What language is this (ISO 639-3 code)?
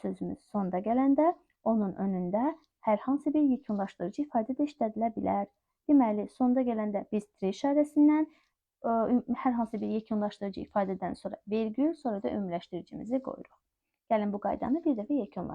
aze